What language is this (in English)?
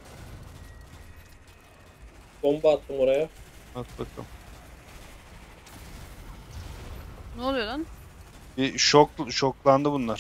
Turkish